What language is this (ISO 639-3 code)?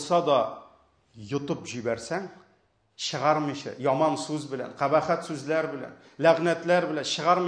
tat